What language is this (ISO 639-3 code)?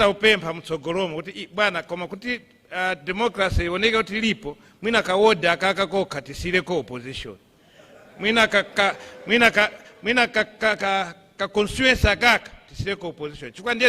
nya